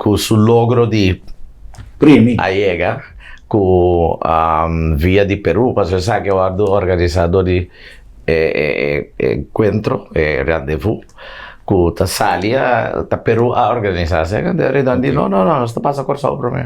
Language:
Papiamento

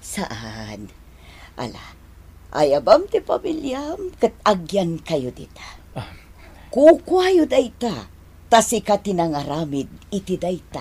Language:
Iloko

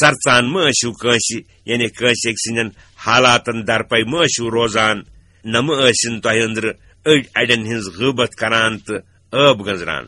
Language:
Kashmiri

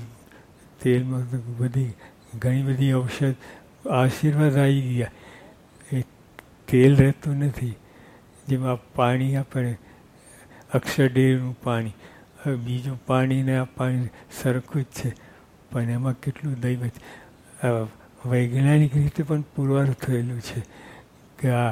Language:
Gujarati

